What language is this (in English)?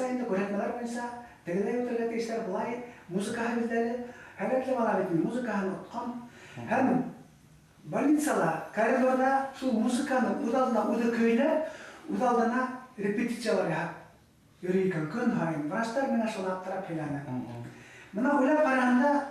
Bashkir